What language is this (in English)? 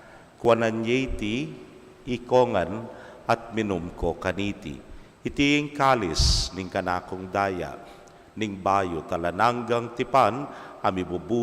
Pampanga